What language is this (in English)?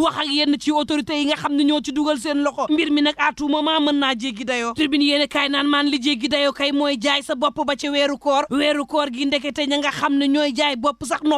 Wolof